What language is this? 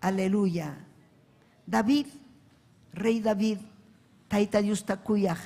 Ayacucho Quechua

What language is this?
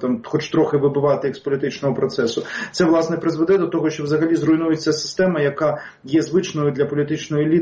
Ukrainian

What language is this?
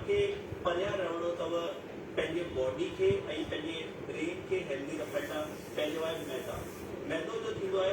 Sindhi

